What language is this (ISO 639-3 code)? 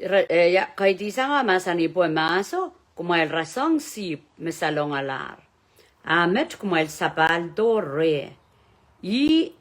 pon